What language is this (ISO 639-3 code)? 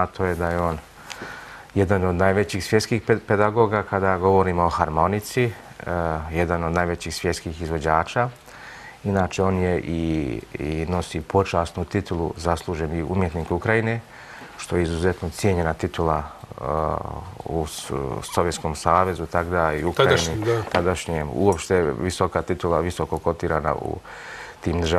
srp